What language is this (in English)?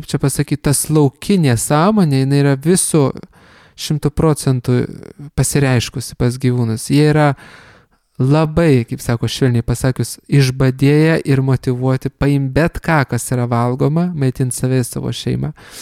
Lithuanian